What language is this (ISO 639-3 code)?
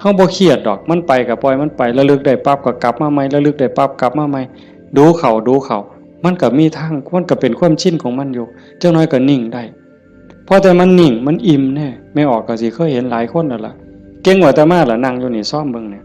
tts